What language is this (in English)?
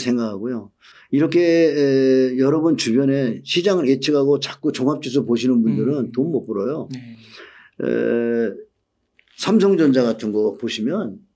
Korean